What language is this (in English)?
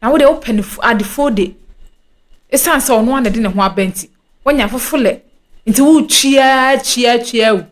Akan